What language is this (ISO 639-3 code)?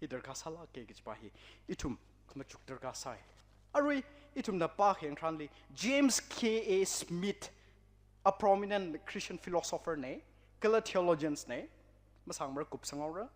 nmf